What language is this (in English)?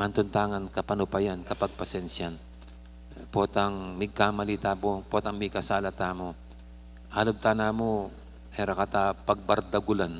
Pampanga